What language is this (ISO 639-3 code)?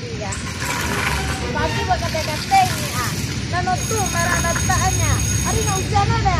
min